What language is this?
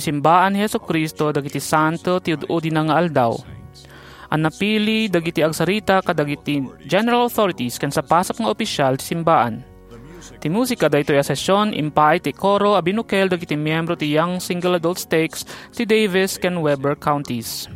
Iloko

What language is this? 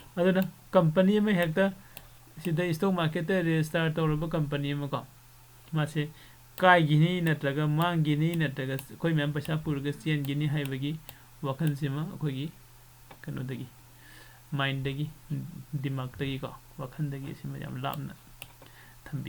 Manipuri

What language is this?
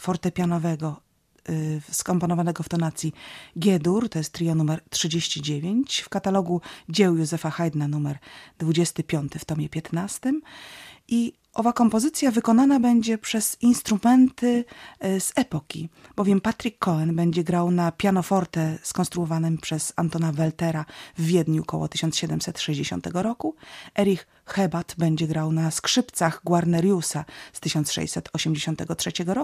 Polish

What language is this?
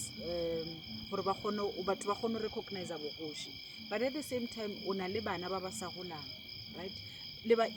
Northern Sotho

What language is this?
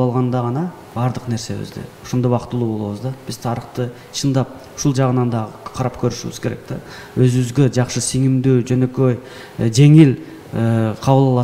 Kyrgyz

